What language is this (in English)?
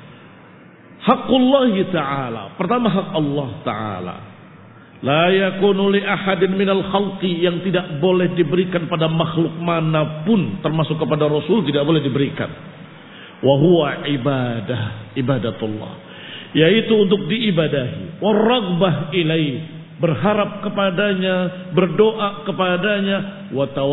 Indonesian